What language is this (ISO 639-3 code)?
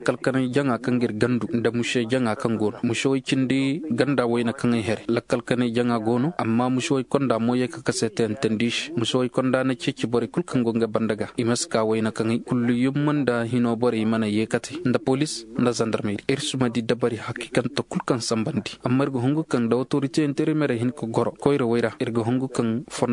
ses